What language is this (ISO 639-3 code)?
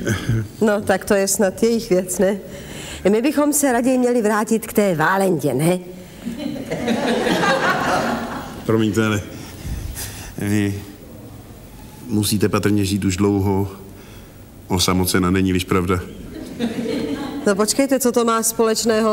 ces